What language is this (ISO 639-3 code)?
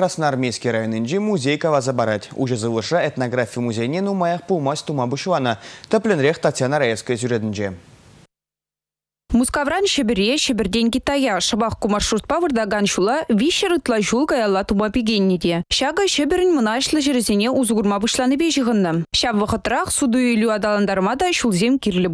chv